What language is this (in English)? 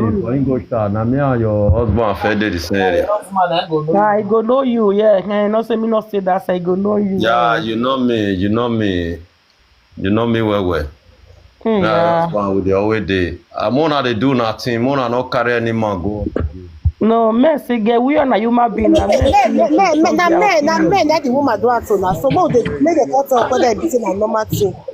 Nigerian Pidgin